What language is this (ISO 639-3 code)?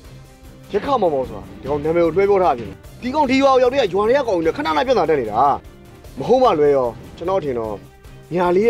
mya